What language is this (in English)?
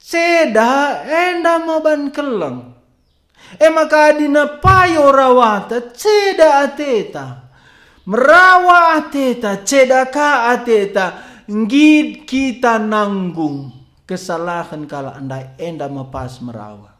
Batak Karo